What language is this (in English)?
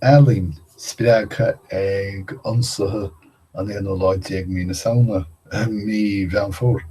Irish